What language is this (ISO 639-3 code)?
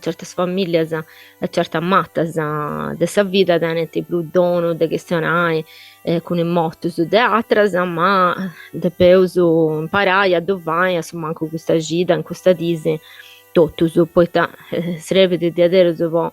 srd